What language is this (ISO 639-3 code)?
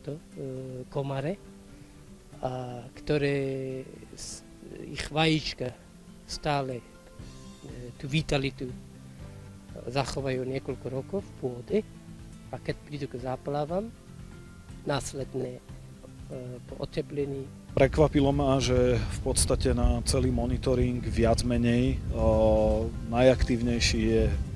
slk